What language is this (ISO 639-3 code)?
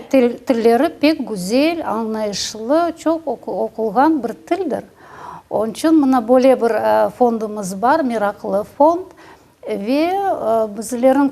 crh